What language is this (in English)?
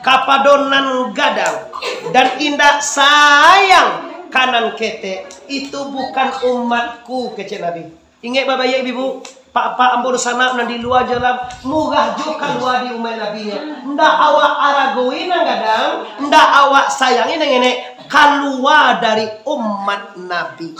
Minangkabau